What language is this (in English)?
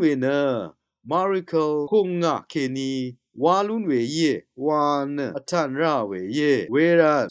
Rawang